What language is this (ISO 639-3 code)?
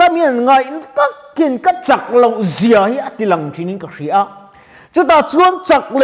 lus